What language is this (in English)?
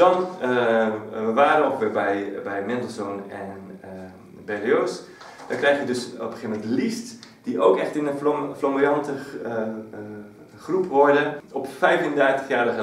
Dutch